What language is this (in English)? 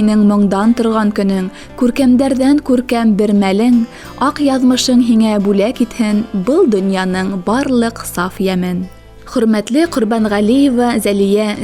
Bashkir